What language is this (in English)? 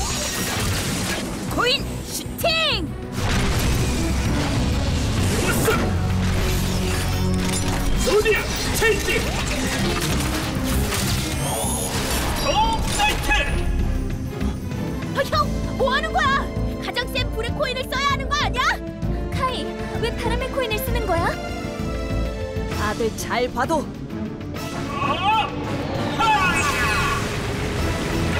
Korean